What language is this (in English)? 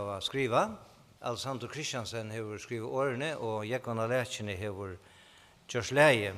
Faroese